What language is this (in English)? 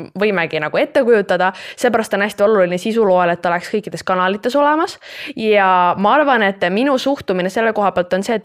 Estonian